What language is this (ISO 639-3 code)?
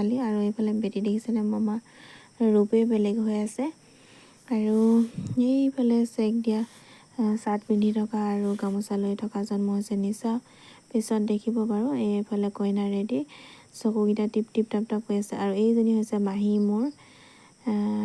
asm